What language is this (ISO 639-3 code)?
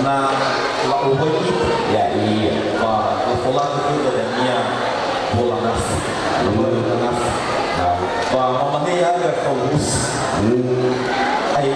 nia